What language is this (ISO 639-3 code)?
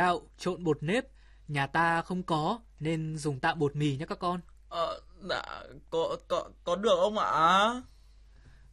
vie